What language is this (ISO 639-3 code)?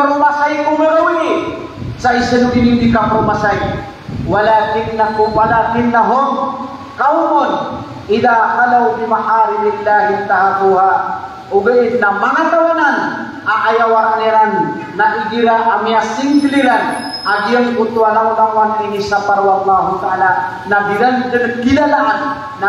mrw